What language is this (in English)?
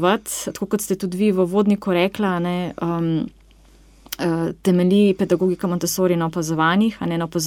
Slovenian